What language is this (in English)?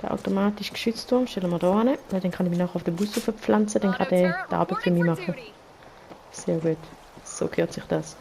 Swiss German